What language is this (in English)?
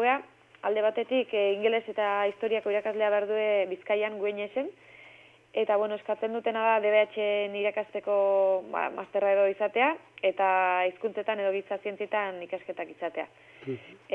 Basque